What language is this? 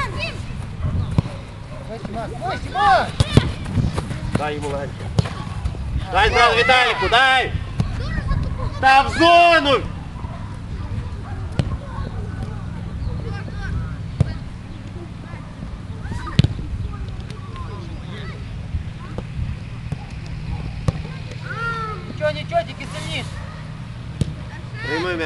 Ukrainian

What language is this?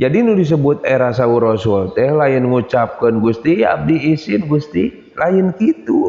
Sundanese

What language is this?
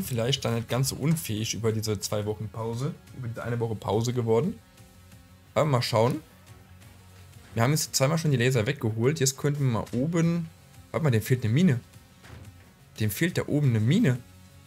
German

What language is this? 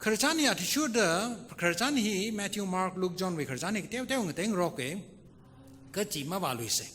Tangkhul Naga (India)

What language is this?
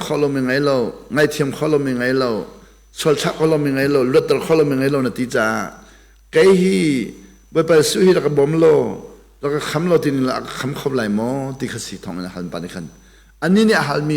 Hakha Chin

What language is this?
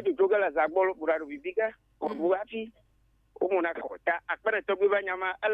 Ewe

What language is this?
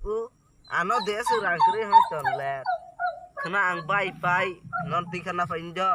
Kok Borok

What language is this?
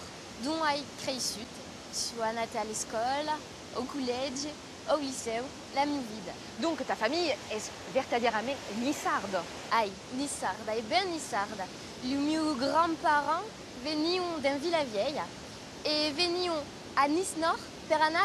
Occitan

